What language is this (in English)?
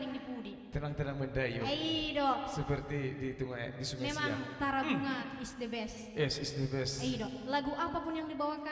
Batak Toba